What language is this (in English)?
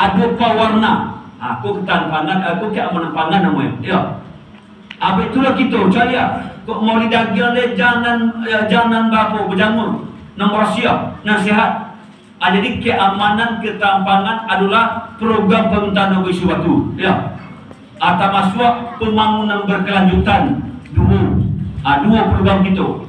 Minangkabau